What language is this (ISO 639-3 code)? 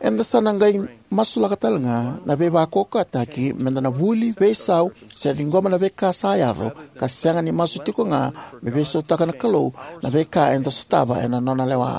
fij